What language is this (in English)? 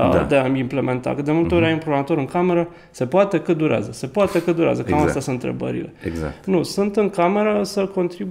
Romanian